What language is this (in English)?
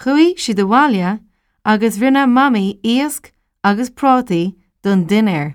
Irish